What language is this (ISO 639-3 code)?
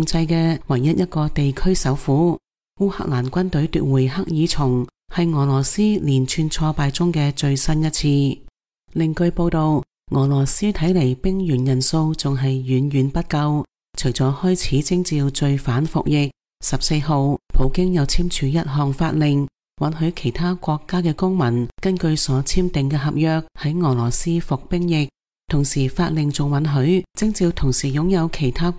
yue